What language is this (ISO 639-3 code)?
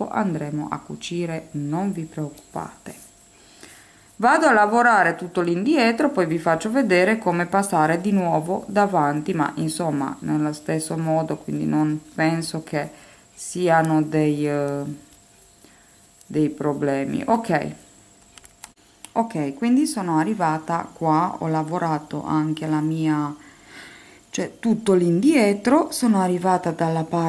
ita